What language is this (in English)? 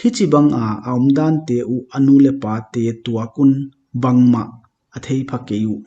Paite Chin